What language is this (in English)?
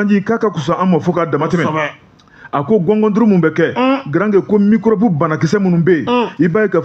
Bambara